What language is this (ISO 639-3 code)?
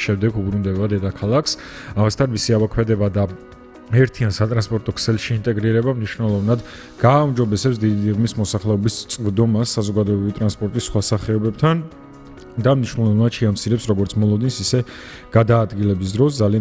kat